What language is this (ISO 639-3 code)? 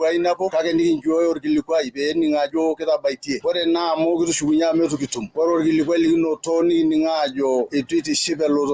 mas